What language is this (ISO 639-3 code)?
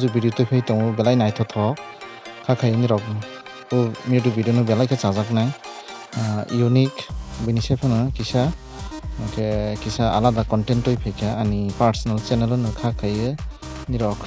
trp